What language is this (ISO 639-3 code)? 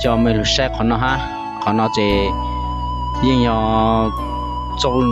hmn